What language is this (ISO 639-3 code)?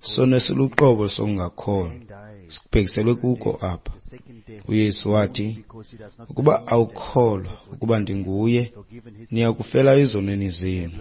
xho